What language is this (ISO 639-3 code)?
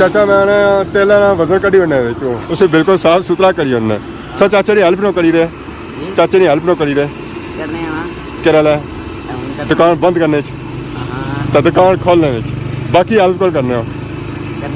phr